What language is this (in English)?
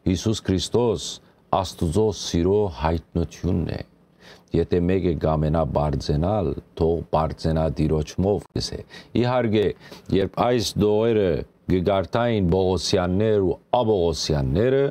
Western Armenian